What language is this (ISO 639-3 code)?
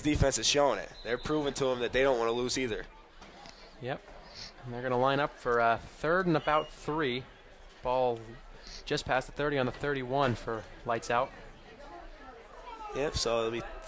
eng